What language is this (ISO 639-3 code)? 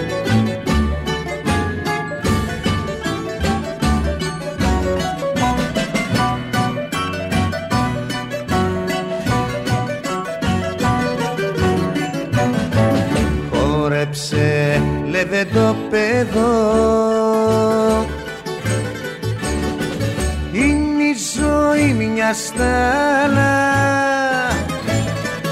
ell